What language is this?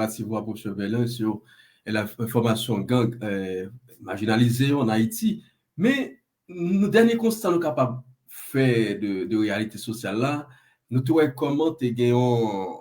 Haitian Creole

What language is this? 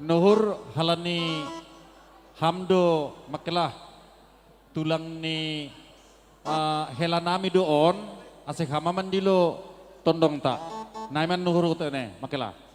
Batak Simalungun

